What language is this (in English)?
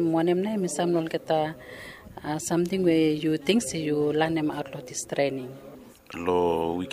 Bislama